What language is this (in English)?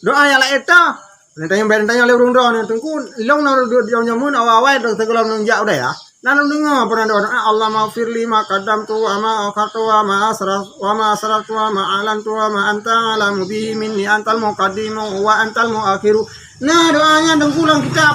Achinese